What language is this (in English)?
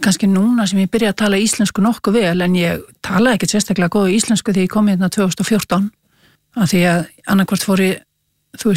Icelandic